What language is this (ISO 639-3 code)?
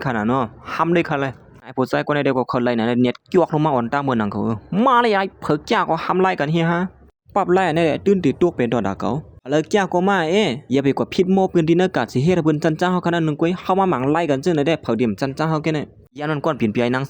shn